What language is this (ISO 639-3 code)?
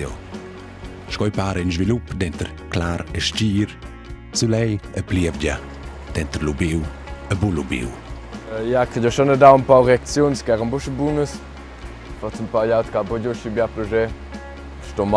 roh